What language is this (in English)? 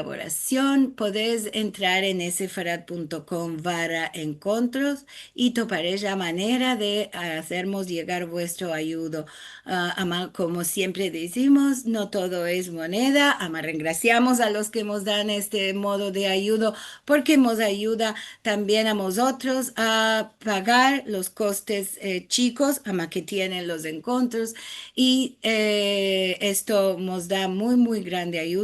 Ladino